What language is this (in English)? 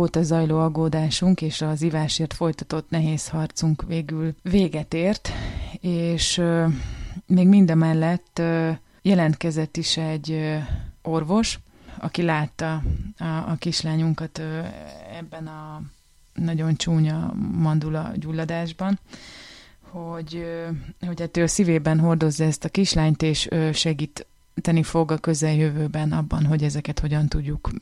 Hungarian